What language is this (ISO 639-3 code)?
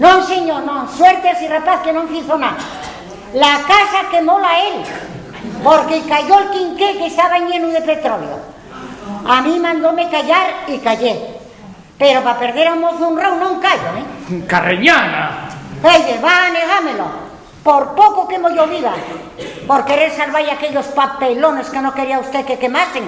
ast